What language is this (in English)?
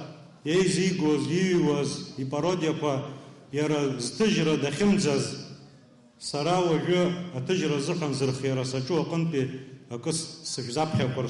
Abkhazian